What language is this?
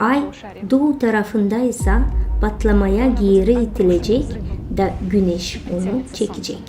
Gagauz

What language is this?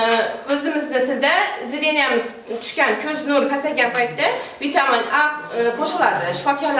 Uzbek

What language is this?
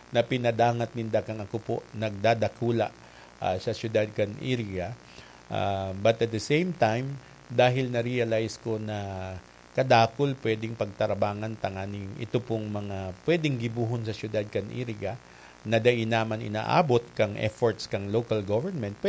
Bikol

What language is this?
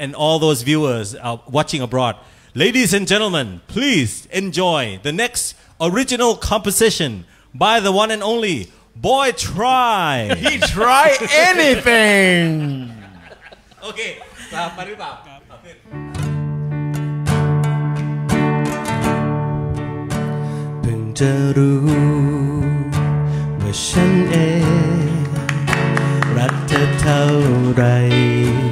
Thai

